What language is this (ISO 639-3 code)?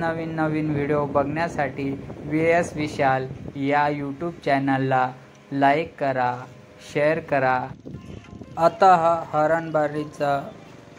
mar